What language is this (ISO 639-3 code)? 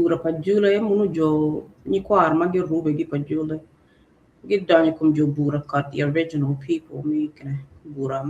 ach